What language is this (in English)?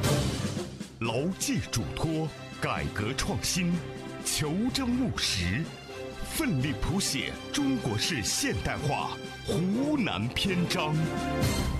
Chinese